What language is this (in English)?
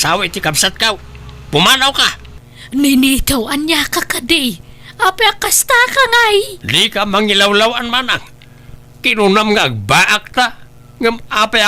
Iloko